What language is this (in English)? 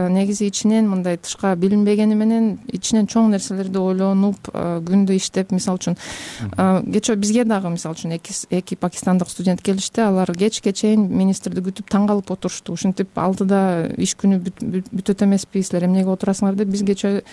Kyrgyz